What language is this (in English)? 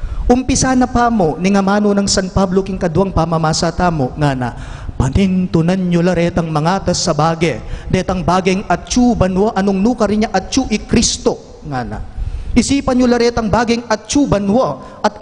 Pampanga